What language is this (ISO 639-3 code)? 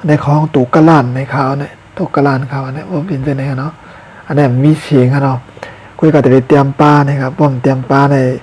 shn